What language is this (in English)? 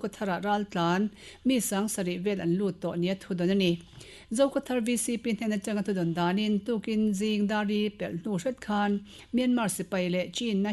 Mizo